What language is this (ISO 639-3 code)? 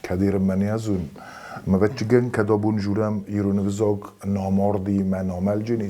oss